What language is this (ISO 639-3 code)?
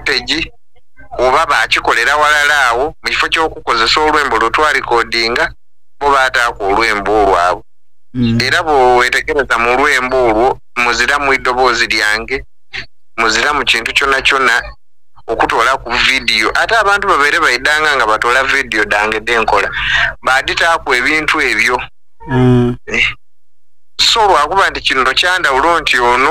xog